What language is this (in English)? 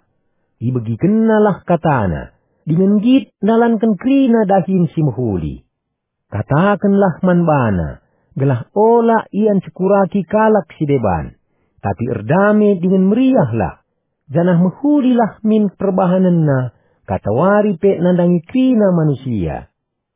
Batak Karo